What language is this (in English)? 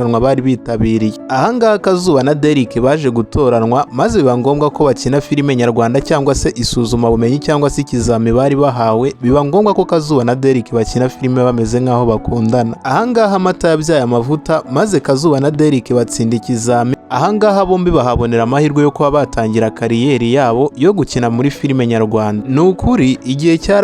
Kinyarwanda